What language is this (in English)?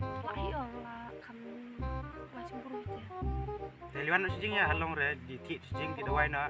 Khasi